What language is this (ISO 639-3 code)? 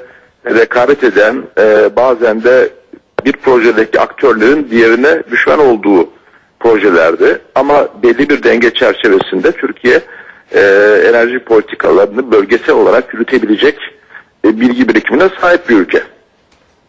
tur